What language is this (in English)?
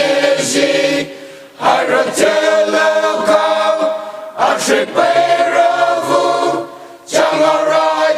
Poumei Naga